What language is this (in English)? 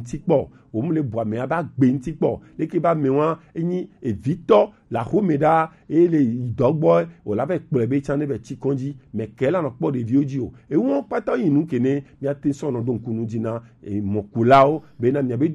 Gen